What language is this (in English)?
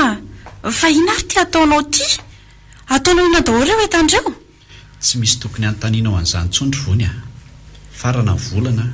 Malagasy